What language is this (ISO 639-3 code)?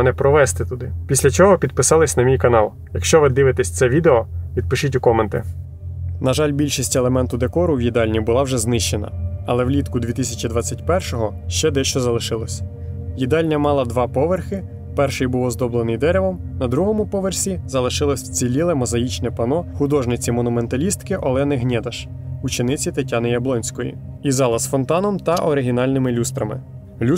ukr